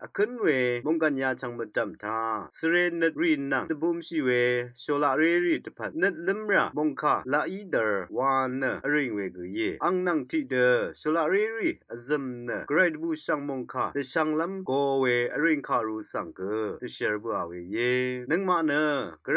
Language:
Rawang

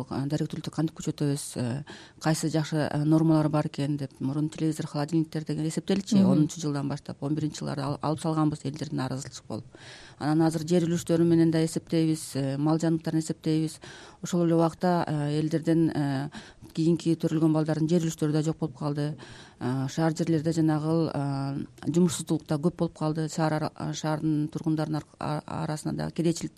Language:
Kyrgyz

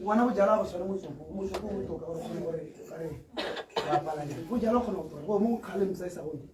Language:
Tswana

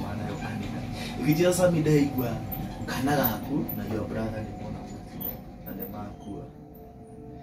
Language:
Kikuyu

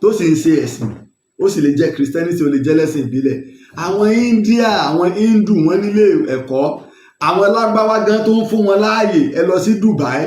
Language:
Yoruba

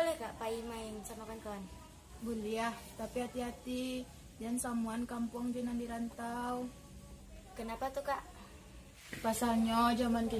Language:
Minangkabau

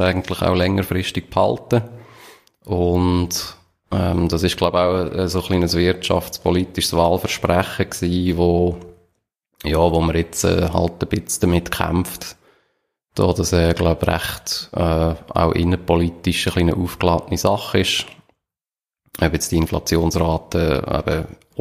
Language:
German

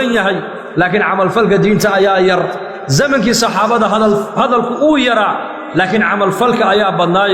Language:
Somali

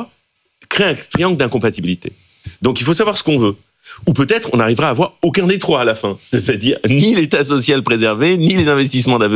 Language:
French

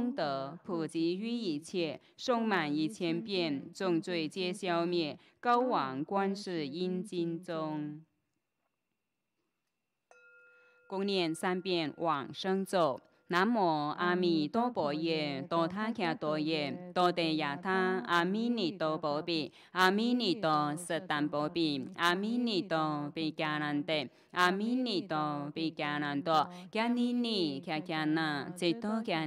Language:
Chinese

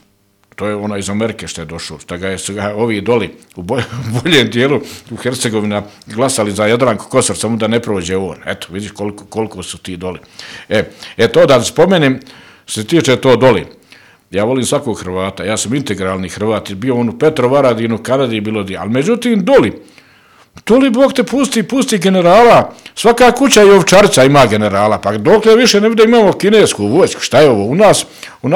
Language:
Bosnian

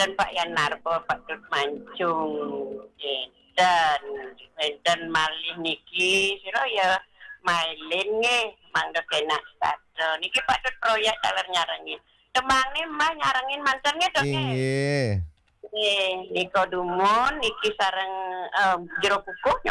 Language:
Balinese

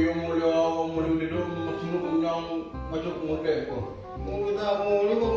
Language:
Madurese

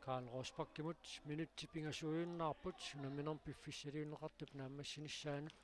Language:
Kalaallisut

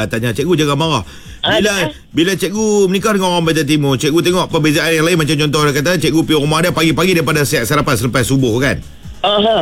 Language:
Malay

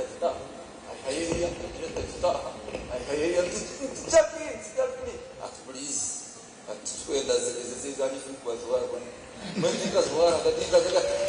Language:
Nyankole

